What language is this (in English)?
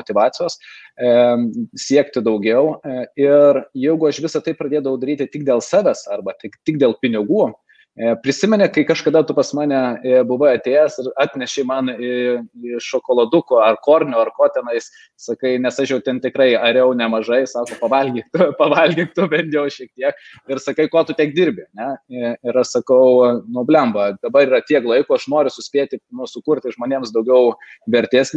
Lithuanian